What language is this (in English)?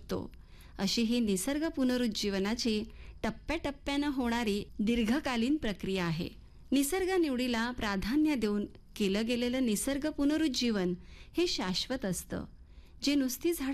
Marathi